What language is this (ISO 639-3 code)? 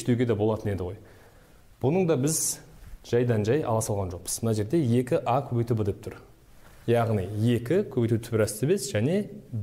kaz